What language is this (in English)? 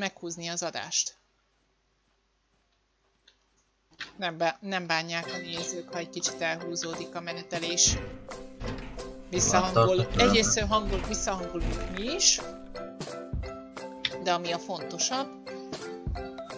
Hungarian